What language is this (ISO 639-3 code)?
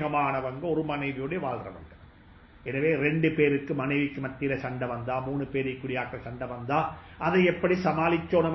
tam